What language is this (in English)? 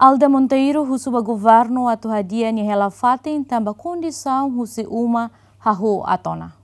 Tetum